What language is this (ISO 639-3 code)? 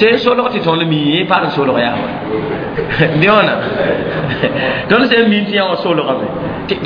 mos